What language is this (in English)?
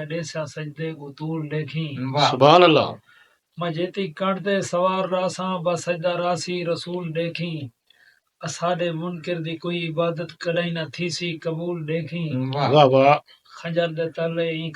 Saraiki